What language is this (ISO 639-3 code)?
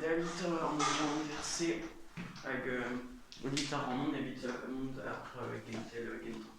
bre